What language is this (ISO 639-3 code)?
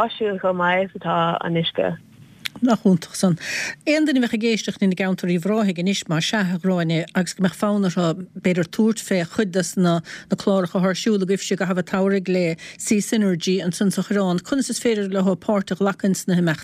gle